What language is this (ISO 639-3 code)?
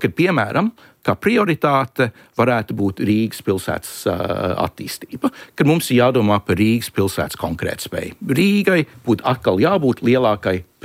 lav